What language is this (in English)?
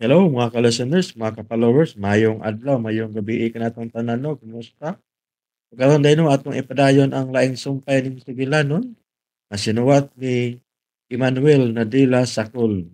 Cebuano